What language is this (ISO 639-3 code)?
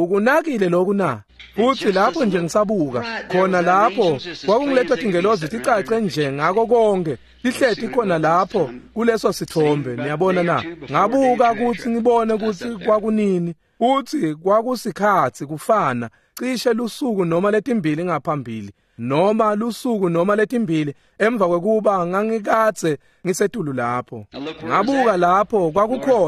ssw